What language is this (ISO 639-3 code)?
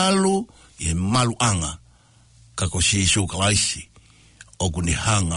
ton